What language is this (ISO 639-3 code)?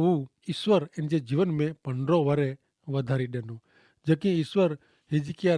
kfr